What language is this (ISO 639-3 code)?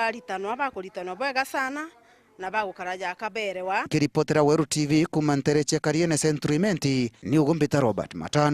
mer